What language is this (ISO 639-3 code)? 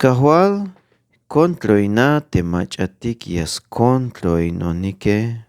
tzh